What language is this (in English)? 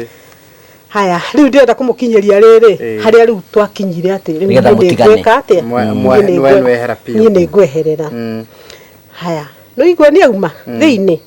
Kikuyu